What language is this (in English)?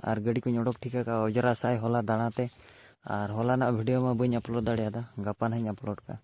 Santali